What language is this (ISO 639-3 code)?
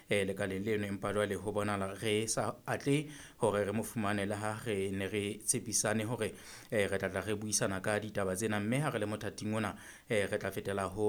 sot